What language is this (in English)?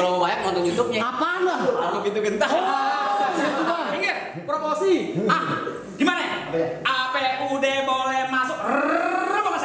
Betawi